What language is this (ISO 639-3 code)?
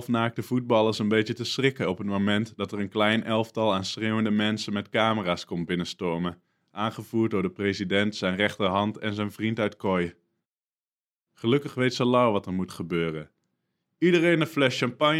nld